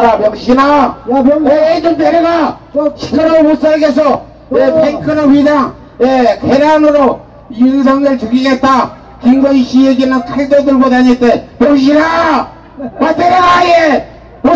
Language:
Korean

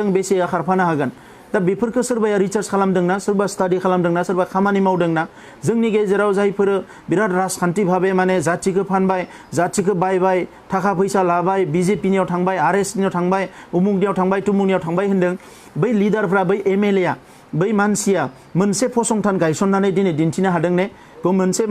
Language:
Bodo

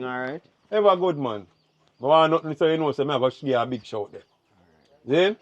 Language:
Jamaican Creole English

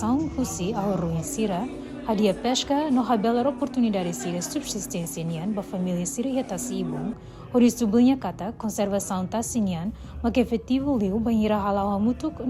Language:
Tetum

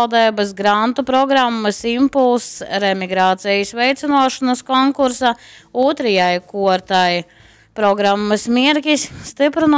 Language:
Latgalian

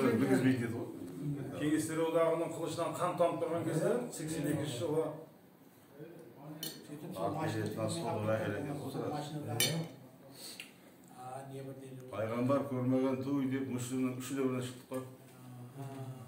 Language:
Kazakh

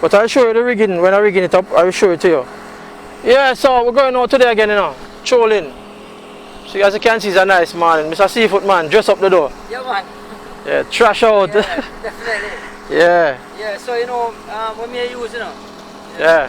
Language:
Jamaican Creole English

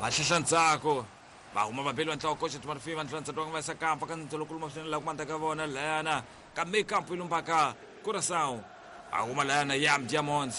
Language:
Tsonga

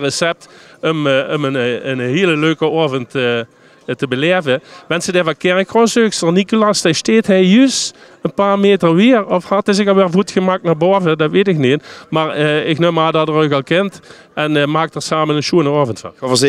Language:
Limburgish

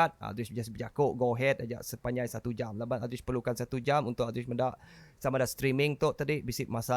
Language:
Iban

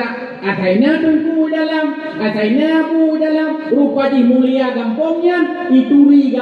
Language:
Achinese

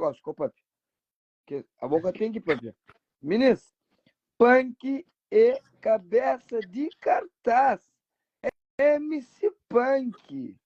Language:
Kabuverdianu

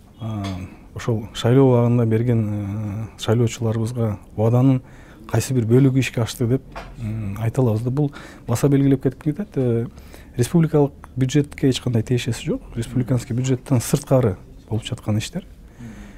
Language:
Kyrgyz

